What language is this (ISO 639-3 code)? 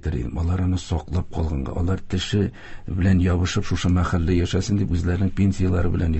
tat